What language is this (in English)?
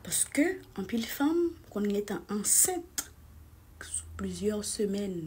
Haitian Creole